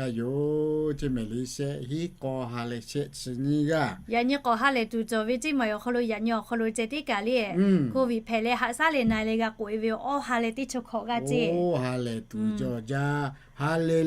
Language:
Lahu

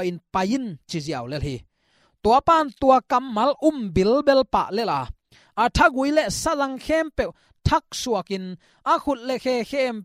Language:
Tedim Chin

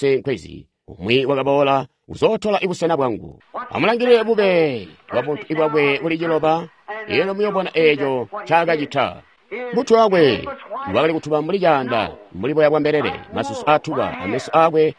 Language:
Tonga (Zambia)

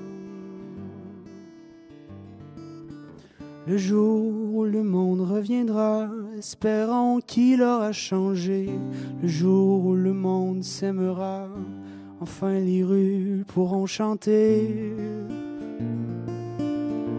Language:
French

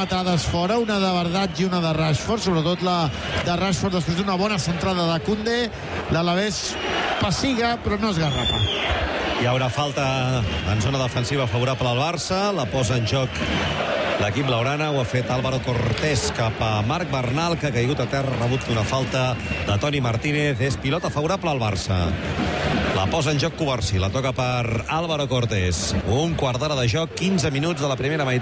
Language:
Catalan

